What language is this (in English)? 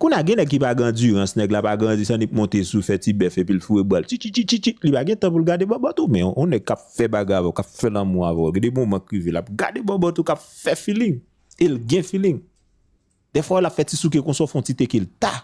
Haitian Creole